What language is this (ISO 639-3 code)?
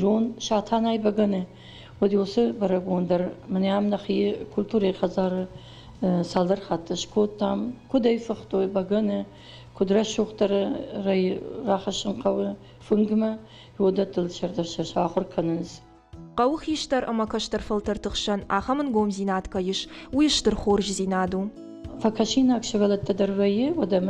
oss